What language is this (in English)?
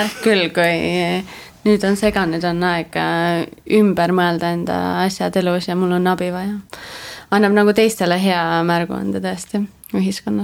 Estonian